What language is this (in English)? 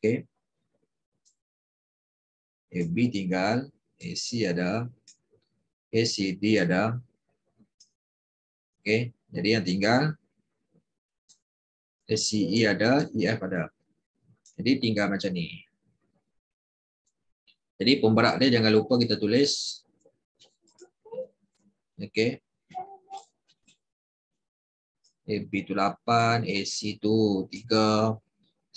Malay